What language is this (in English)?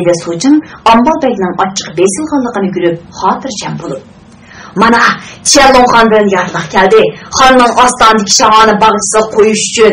Uyghur